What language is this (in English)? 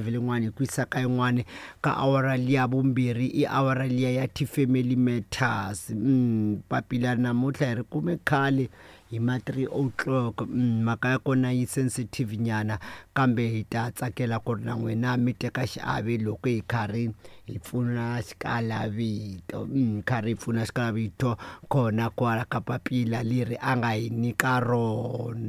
Tsonga